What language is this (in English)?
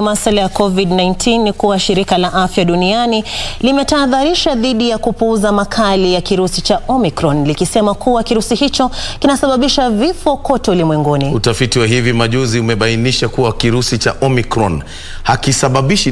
Swahili